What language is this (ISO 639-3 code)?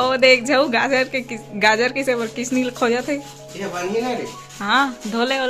hne